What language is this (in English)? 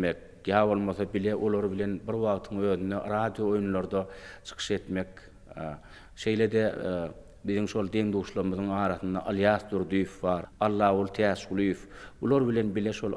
Turkmen